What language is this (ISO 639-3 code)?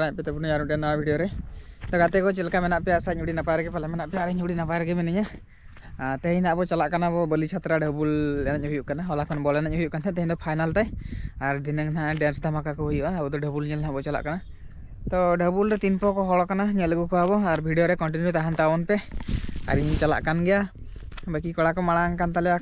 sat